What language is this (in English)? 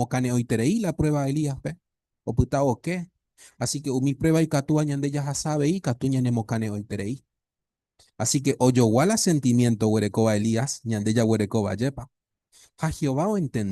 Guarani